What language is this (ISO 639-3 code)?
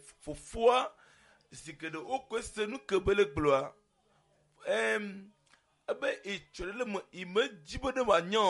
ewe